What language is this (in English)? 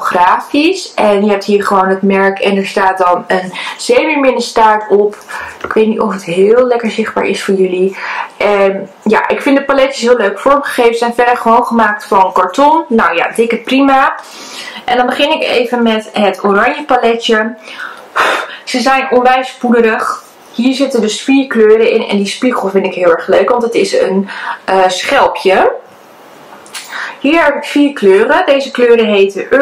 Dutch